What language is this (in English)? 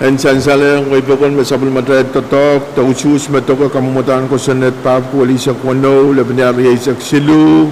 Pohnpeian